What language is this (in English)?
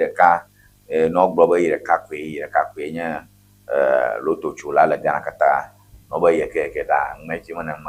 Ewe